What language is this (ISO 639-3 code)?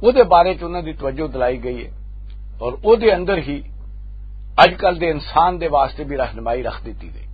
lah